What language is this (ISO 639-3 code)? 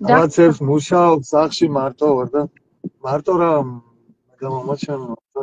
kat